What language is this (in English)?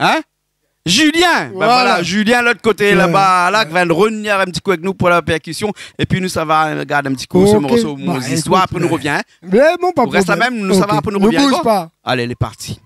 Réunion Creole French